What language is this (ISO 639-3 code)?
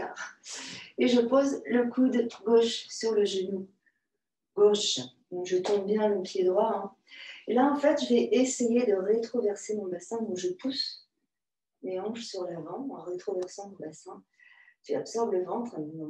fra